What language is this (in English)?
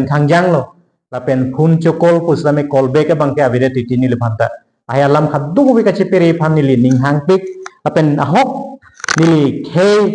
Karbi